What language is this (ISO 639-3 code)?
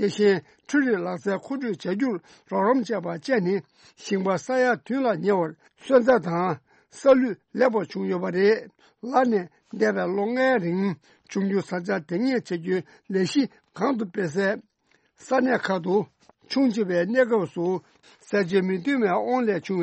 bod